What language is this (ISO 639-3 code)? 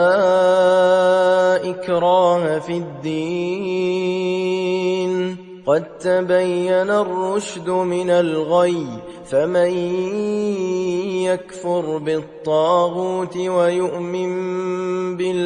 ara